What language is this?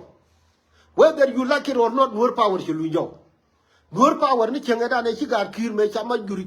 Nuer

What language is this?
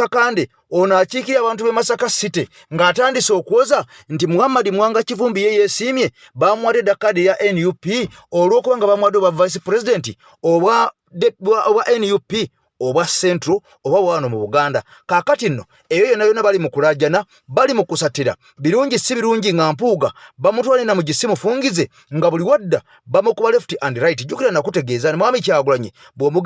Ganda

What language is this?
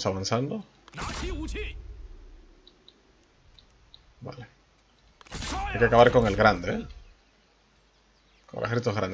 Spanish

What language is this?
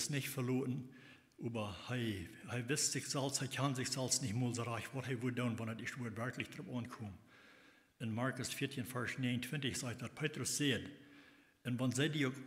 Plautdietsch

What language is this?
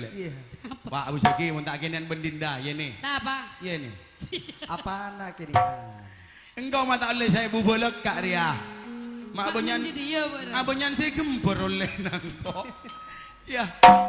Madurese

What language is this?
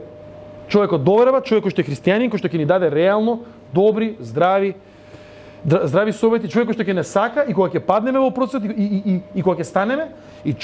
Macedonian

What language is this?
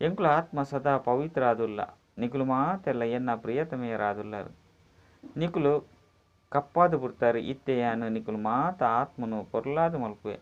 Tulu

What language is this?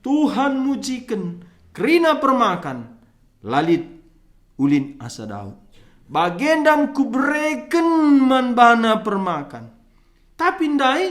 Batak Karo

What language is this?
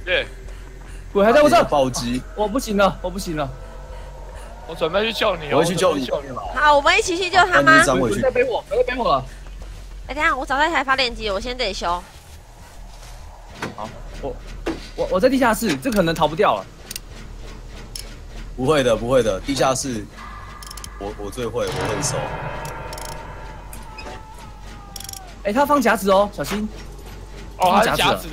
Chinese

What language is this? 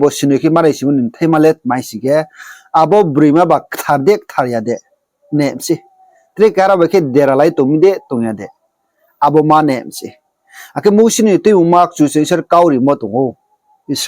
Riang (India)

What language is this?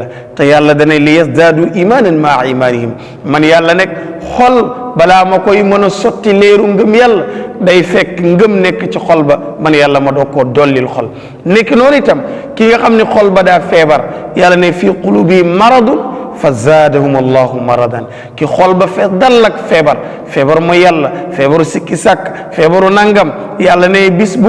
Wolof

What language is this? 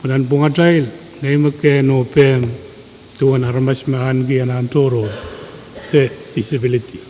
Pohnpeian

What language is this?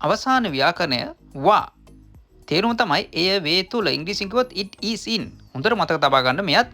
Sinhala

